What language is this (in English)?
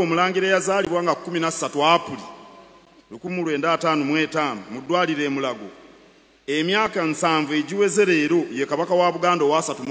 Ganda